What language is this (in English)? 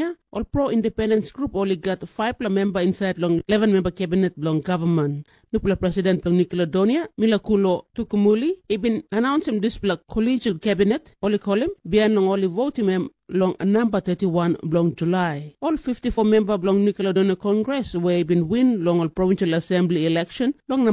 Tok Pisin